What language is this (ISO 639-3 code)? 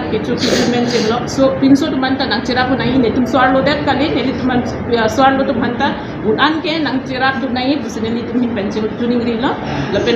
mjw